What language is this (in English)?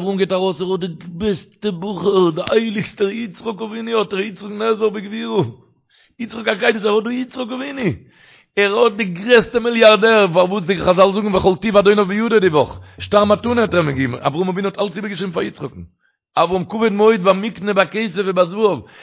Yiddish